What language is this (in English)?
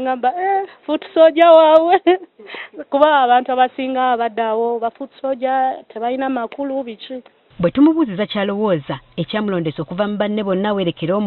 Ganda